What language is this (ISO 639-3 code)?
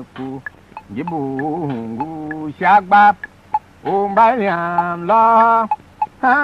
tiv